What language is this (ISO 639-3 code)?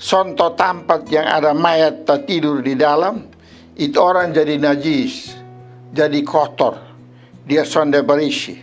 mkn